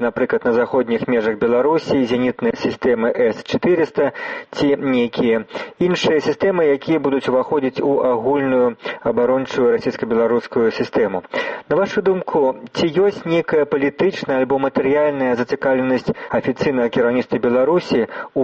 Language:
Belarusian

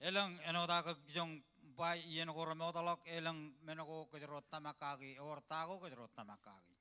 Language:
Marshallese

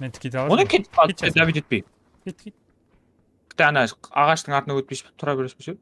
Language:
Kara-Kalpak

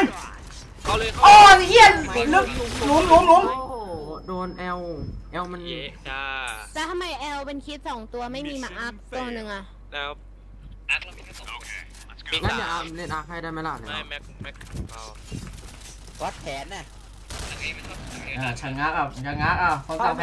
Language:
Thai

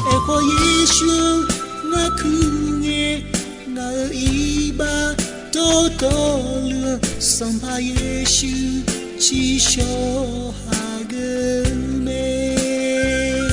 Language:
Akha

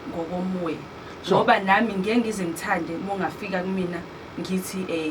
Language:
Zulu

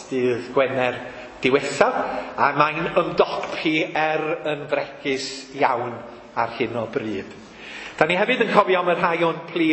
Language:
Welsh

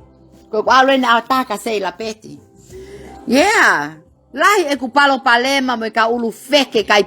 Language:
Tongan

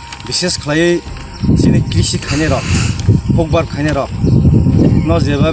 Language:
Kok Borok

